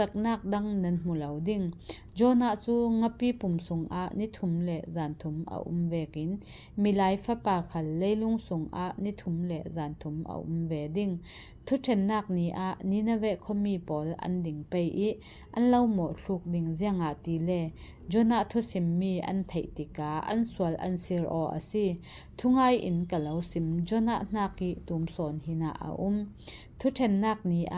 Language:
Falam Chin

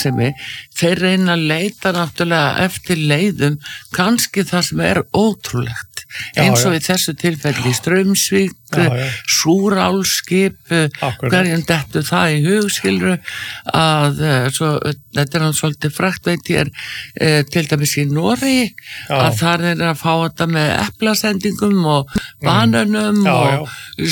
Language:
Icelandic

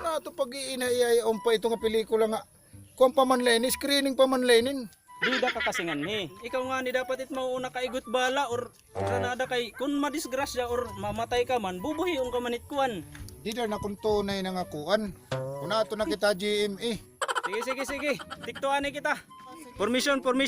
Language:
Waray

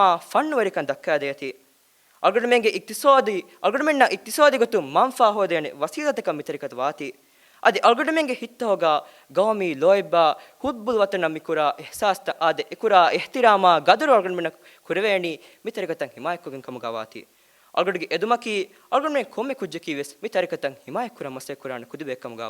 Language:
Divehi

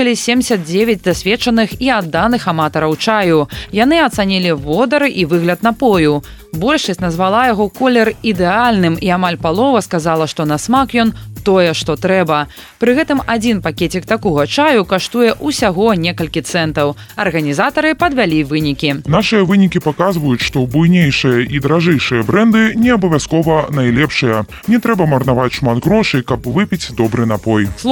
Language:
Belarusian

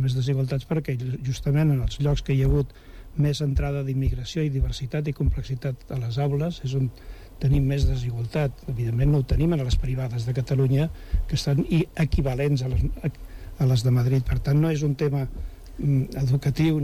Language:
Catalan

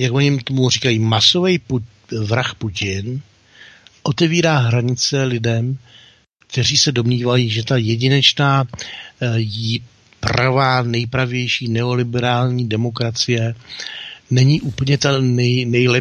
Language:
Czech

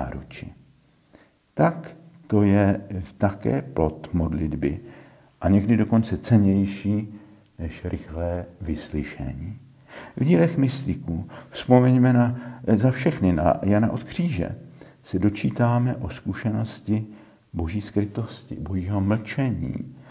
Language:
Czech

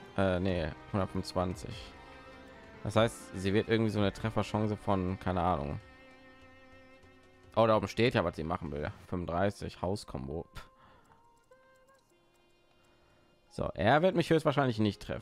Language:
German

